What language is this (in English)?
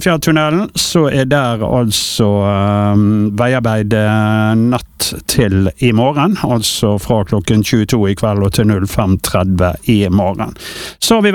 Norwegian